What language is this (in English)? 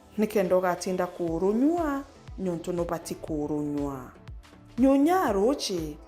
Meru